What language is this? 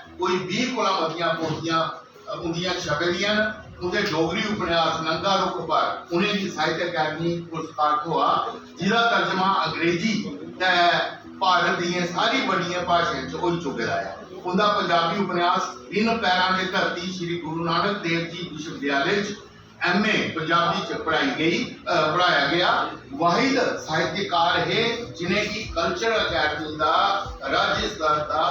Dogri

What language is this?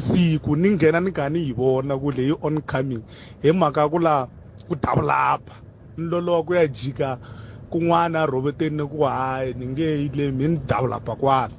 Tsonga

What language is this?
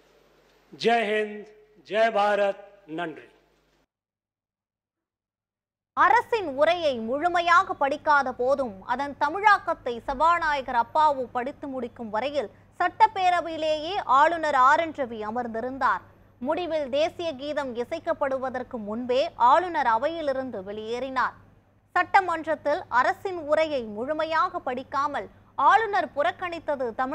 Tamil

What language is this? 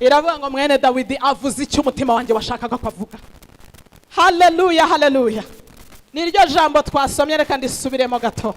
Kinyarwanda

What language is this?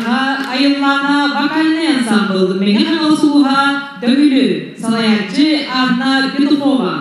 Yakut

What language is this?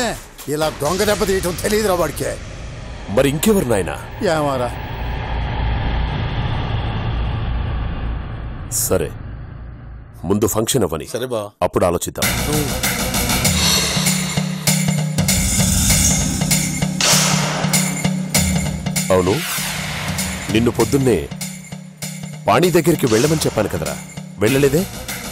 Telugu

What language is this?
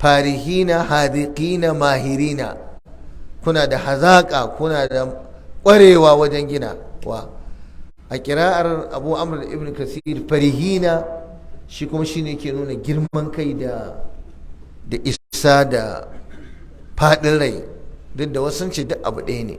Hausa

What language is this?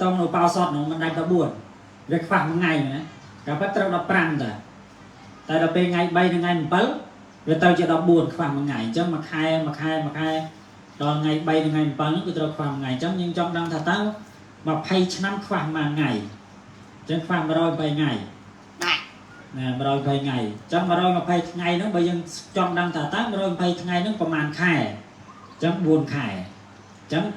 Khmer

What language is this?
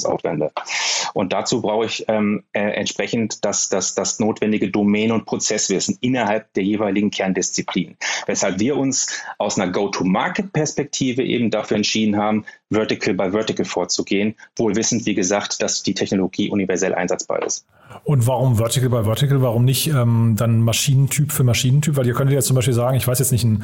German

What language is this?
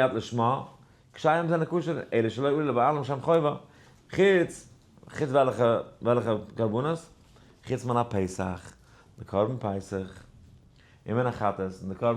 Yiddish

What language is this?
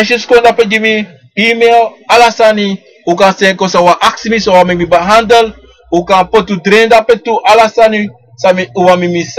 Sranan Tongo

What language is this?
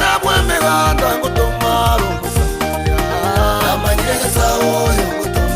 Gusii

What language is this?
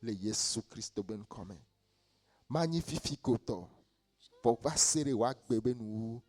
Ewe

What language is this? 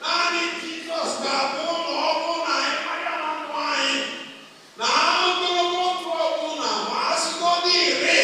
Igbo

